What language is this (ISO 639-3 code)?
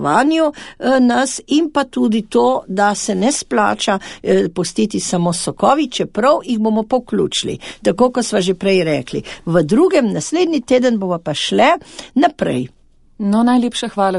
slv